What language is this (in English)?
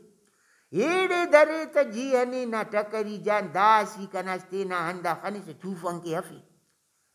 Brahui